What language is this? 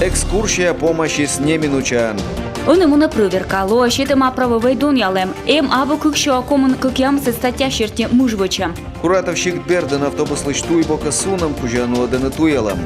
Komi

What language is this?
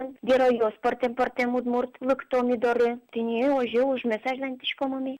Udmurt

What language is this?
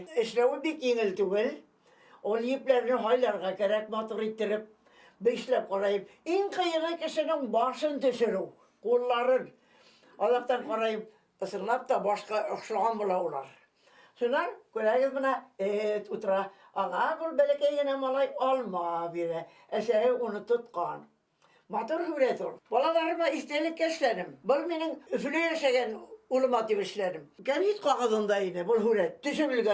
Bashkir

